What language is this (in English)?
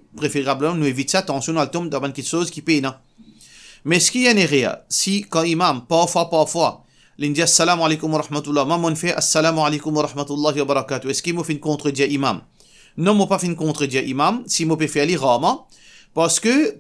Morisyen